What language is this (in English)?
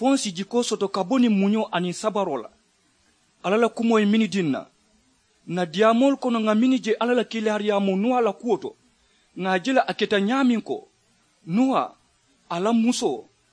Mandingo